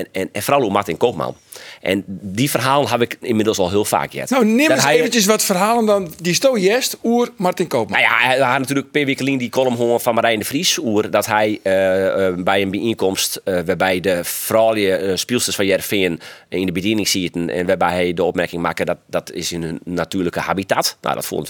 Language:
Western Frisian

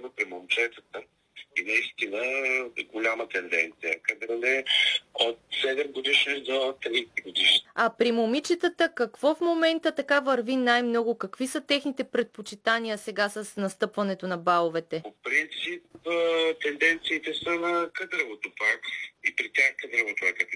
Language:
Bulgarian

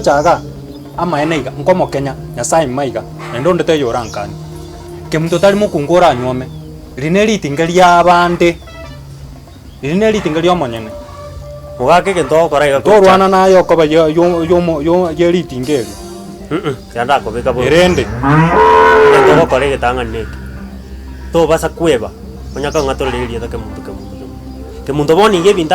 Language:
Gusii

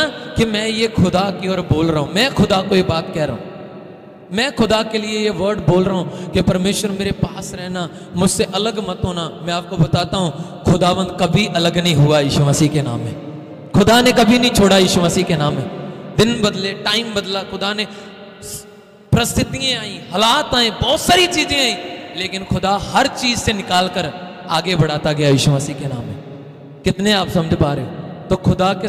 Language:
Hindi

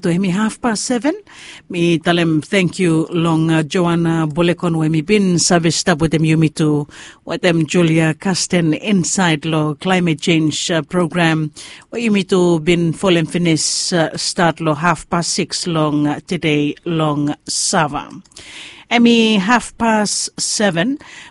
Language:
Bislama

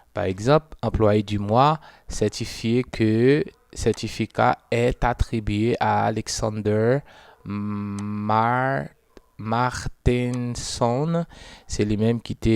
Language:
Haitian Creole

